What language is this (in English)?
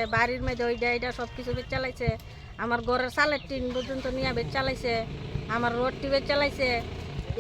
Kok Borok